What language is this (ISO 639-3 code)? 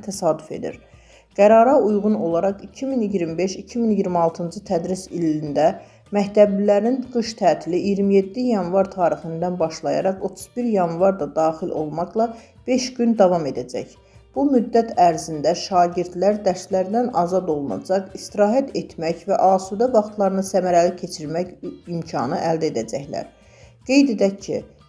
aze